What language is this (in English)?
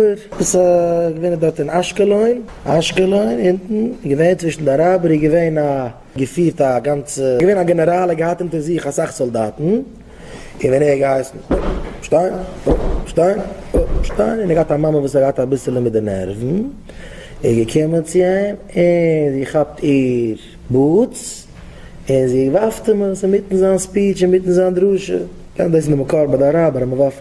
Yiddish